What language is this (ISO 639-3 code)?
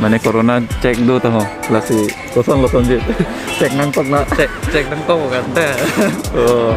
mjw